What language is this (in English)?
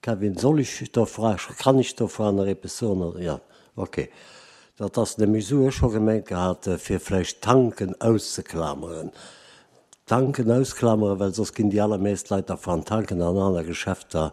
Luxembourgish